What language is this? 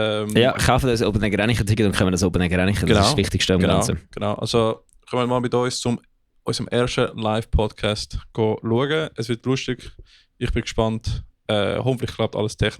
Swiss German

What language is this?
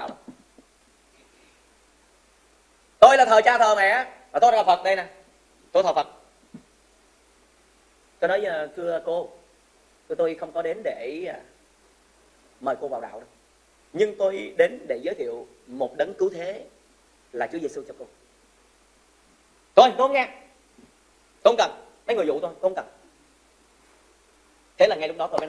Vietnamese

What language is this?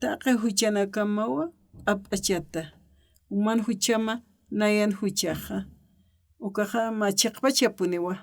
Aymara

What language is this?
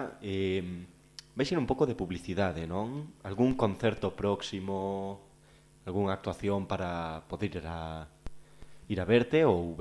Galician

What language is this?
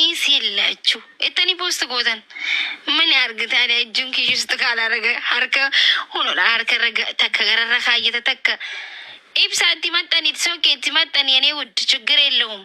Oromo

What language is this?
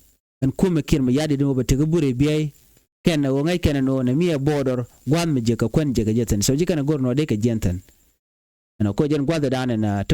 Nuer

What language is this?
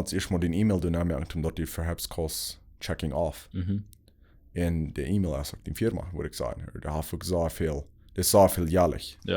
Plautdietsch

